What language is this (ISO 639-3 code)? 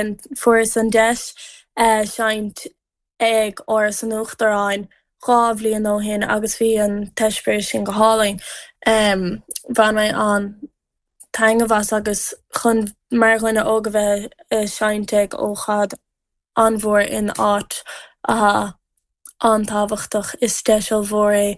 gle